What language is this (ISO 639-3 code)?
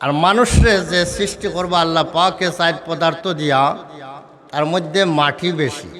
syl